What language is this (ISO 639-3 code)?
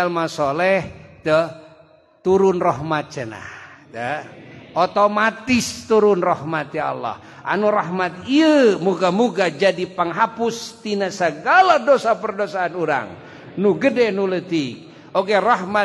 sun